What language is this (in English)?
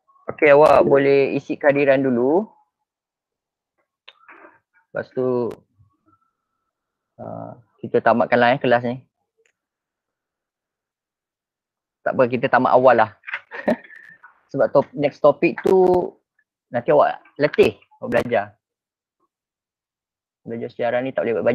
Malay